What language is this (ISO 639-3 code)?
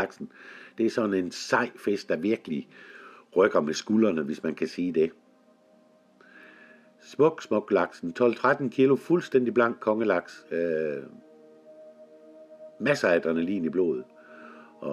dan